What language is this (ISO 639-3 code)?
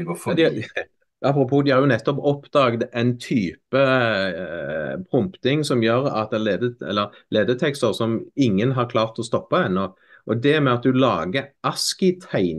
nor